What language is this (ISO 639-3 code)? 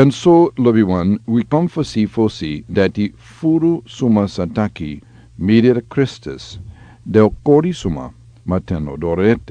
srn